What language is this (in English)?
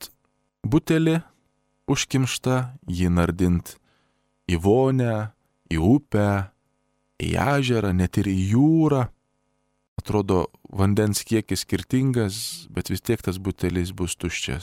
Lithuanian